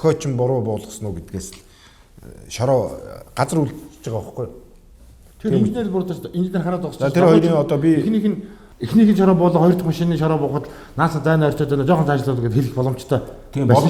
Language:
Mongolian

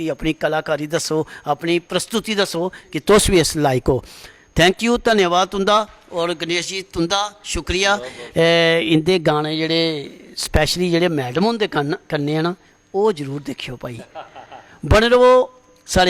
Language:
Dogri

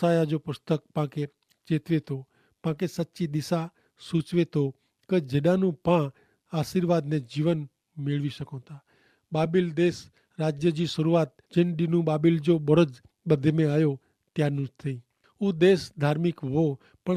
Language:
Kachhi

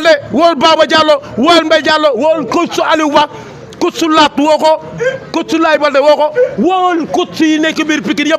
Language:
Wolof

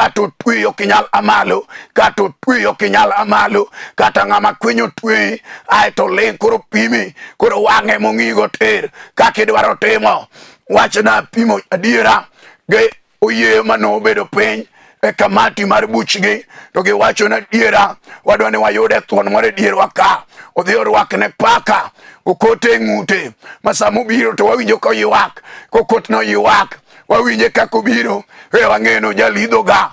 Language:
Luo (Kenya and Tanzania)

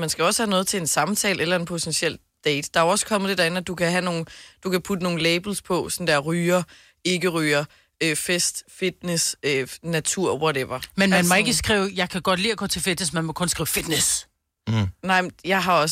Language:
Danish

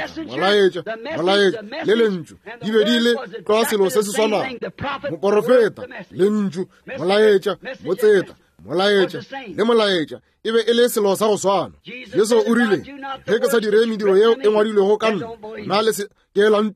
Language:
Northern Sotho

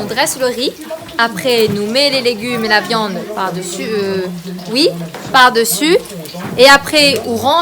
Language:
Réunion Creole French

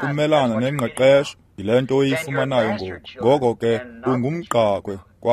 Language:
Xhosa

